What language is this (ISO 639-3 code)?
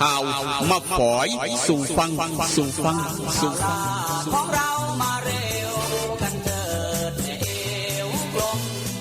tts